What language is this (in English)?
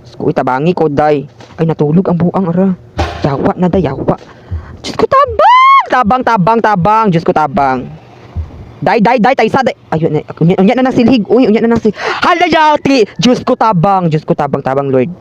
Cebuano